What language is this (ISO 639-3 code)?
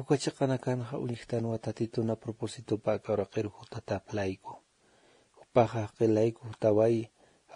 aym